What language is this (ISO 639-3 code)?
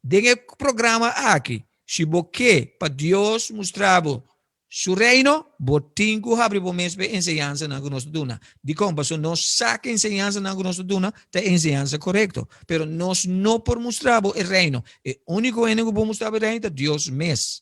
pap